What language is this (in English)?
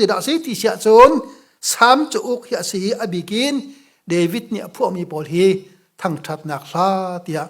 Hakha Chin